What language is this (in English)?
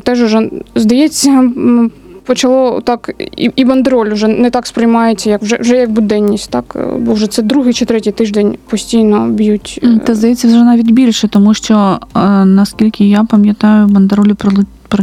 Ukrainian